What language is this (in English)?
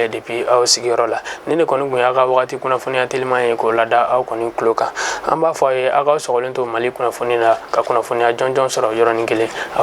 Bambara